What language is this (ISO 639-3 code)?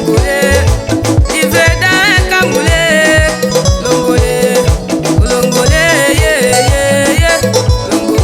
tll